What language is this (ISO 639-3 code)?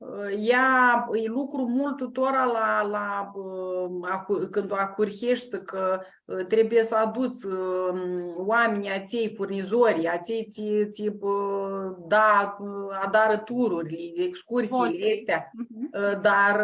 rup